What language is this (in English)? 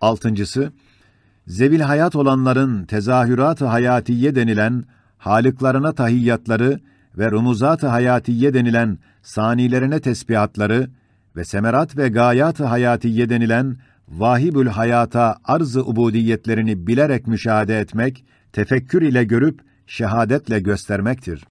Ottoman Turkish